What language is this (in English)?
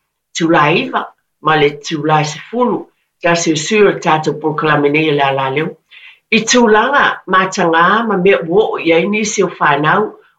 Samoan